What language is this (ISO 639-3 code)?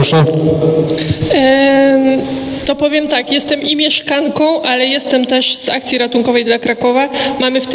pol